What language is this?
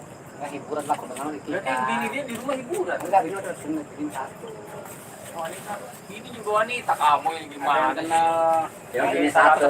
Betawi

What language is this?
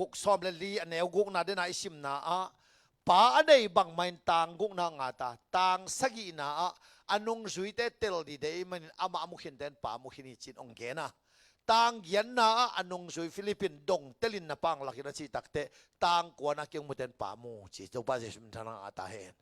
Tedim Chin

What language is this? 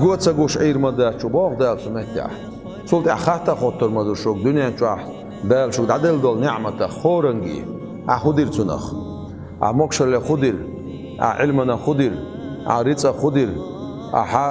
Chechen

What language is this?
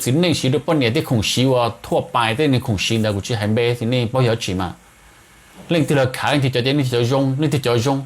Hmong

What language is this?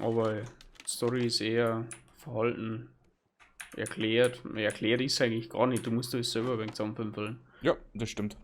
Bavarian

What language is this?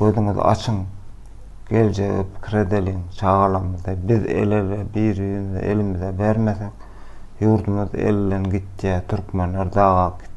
Turkmen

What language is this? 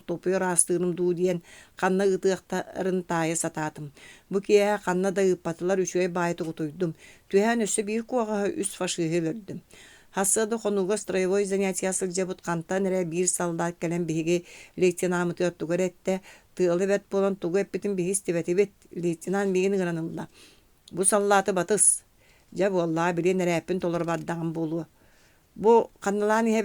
Yakut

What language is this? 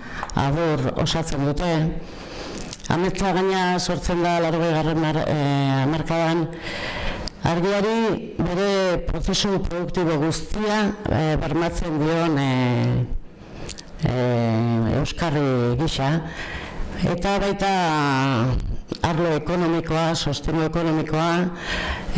Basque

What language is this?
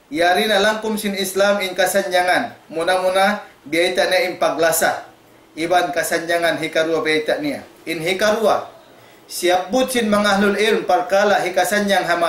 Tausug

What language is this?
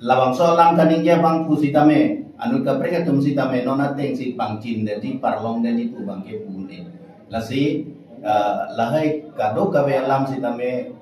Karbi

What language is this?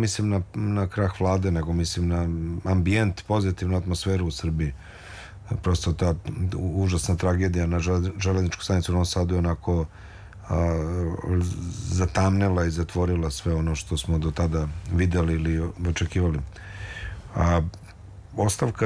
Serbian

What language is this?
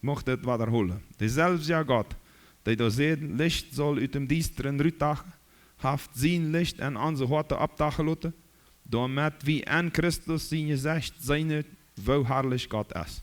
Plautdietsch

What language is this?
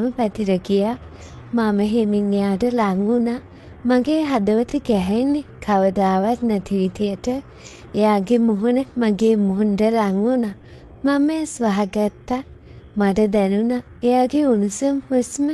Sinhala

